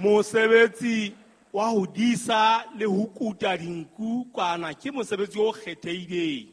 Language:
Southern Sotho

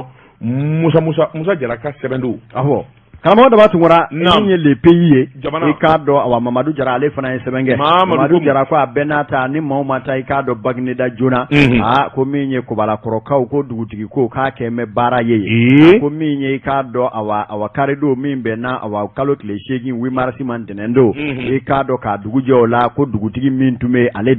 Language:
Bambara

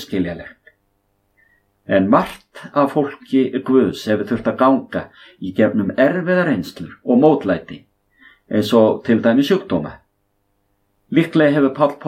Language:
Icelandic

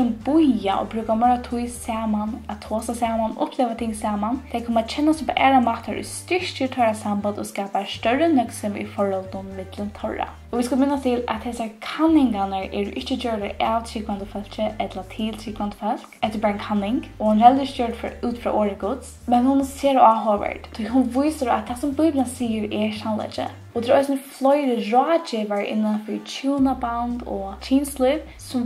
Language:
Faroese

